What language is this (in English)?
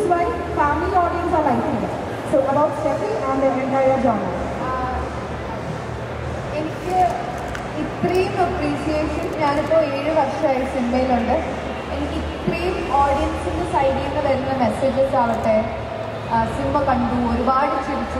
Malayalam